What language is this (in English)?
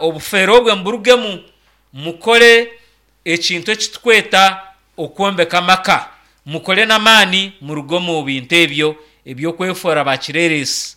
Nyankole